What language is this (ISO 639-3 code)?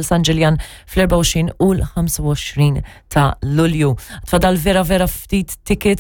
mlt